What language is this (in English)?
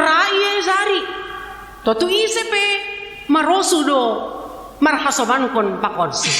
Batak Simalungun